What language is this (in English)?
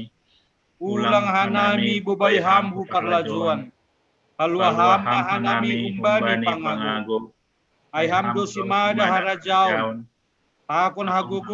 Batak Simalungun